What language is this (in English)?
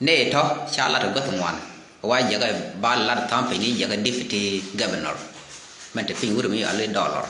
Nuer